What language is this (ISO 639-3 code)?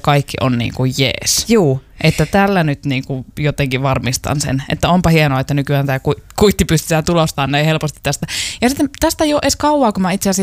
fin